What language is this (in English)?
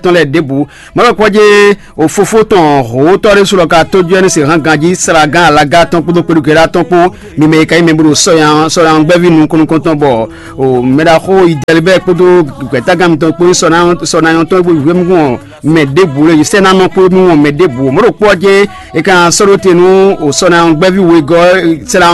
Fon